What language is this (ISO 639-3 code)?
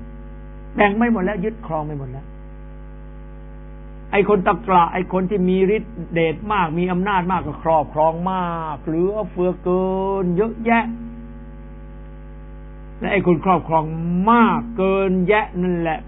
tha